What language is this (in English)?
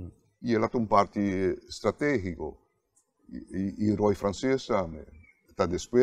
Papiamento